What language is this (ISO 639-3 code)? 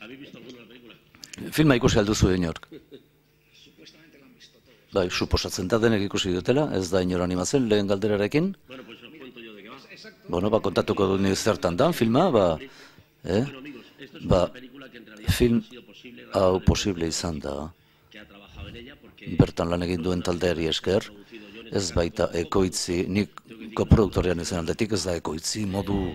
eus